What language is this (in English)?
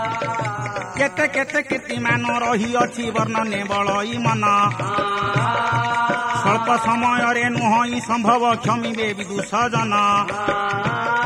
Odia